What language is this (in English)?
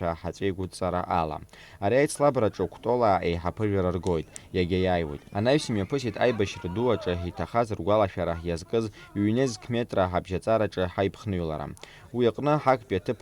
Abkhazian